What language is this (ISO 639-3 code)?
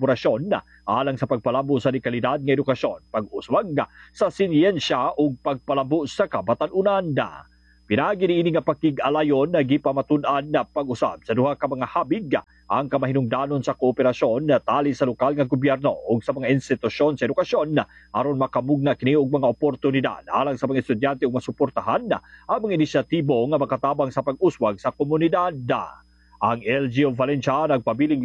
ceb